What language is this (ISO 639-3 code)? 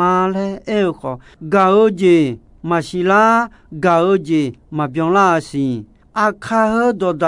ahk